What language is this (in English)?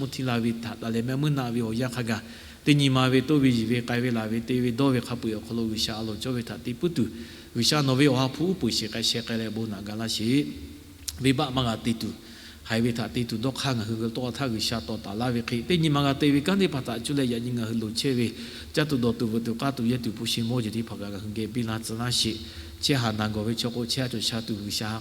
Lahu